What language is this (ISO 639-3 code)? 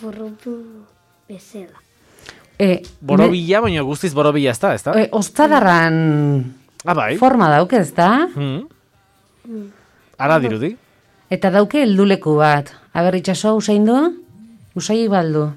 eus